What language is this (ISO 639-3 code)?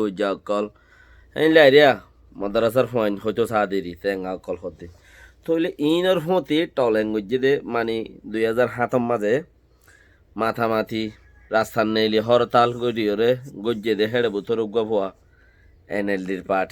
rhg